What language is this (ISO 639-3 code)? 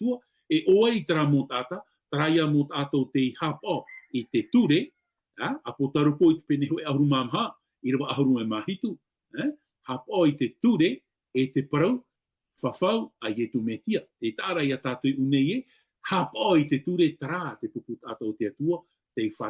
tah